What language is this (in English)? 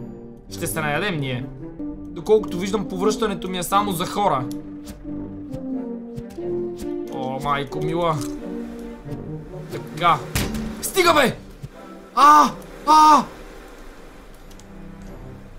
Bulgarian